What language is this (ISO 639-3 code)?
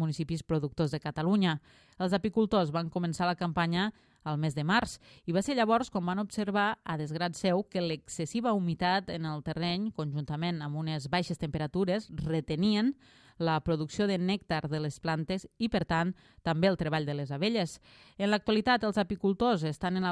cat